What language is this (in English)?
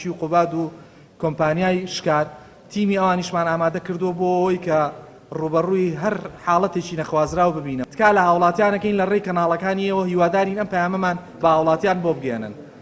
Central Kurdish